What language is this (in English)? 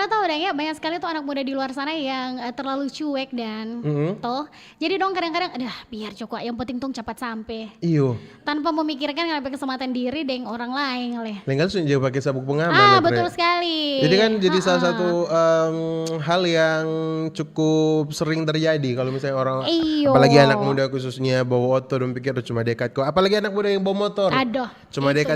Manado Malay